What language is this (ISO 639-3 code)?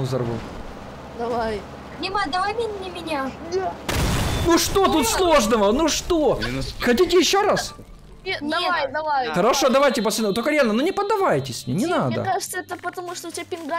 rus